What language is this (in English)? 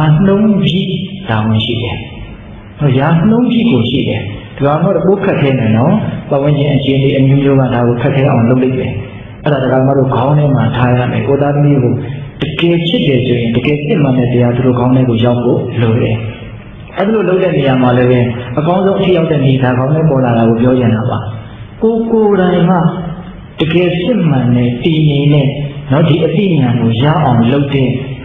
Burmese